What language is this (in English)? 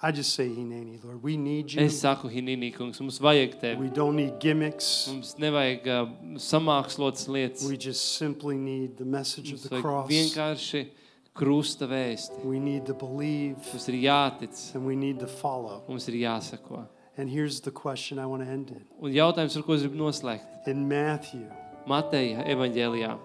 Latvian